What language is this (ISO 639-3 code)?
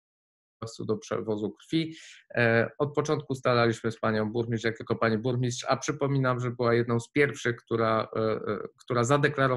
pol